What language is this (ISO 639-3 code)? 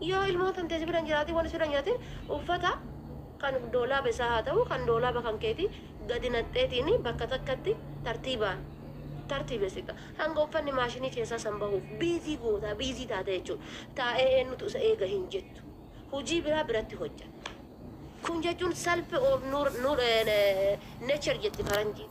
orm